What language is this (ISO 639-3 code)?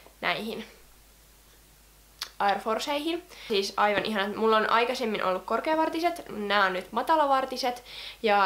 fin